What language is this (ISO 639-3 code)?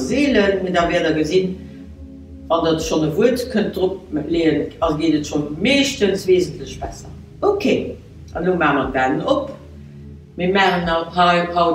ltz